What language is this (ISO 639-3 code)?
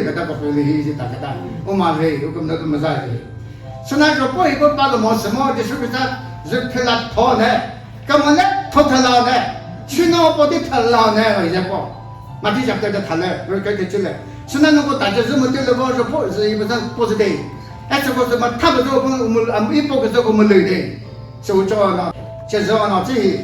nri